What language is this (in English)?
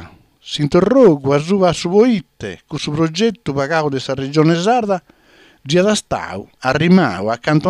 Sardinian